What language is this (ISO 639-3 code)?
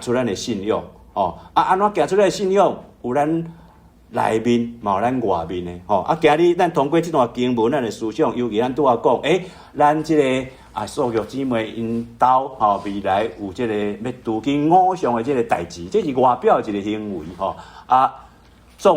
nan